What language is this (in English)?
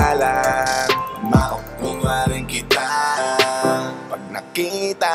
Filipino